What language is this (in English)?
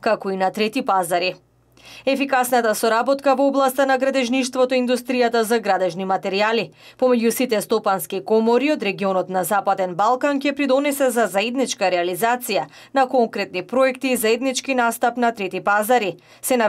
Macedonian